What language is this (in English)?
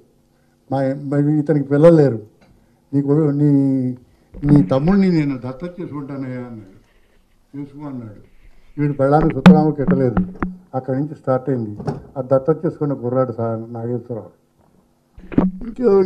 Telugu